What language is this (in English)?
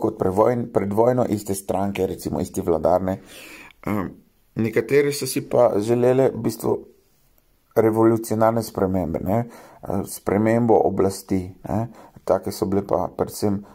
Slovenian